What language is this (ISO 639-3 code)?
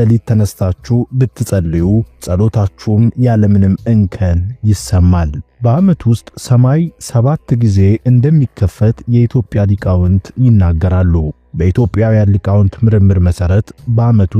amh